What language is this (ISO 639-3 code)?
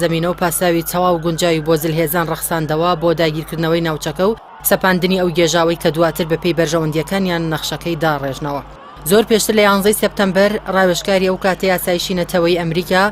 ckb